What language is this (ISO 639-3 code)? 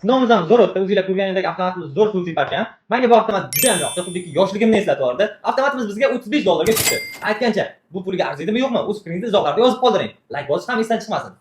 uzb